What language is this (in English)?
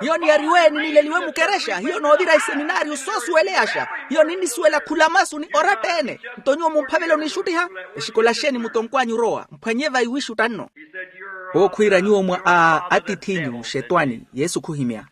Makhuwa